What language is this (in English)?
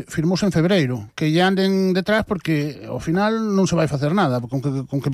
Galician